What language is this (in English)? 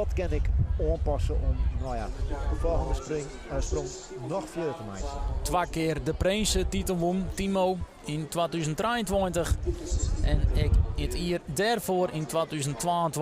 Western Frisian